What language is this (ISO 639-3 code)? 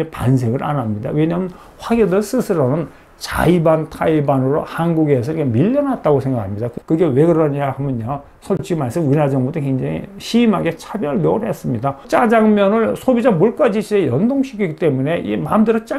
kor